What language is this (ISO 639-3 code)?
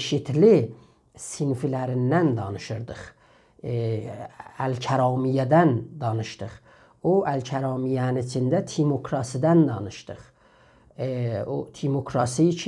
azb